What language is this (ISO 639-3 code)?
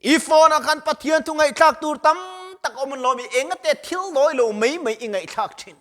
lus